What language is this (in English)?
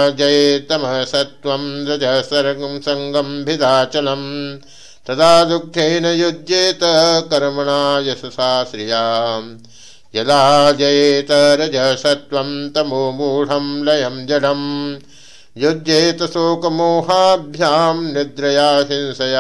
Sanskrit